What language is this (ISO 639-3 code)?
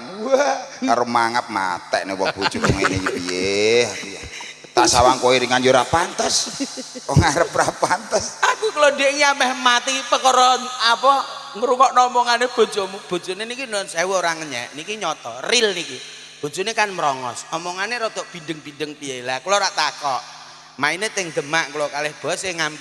jav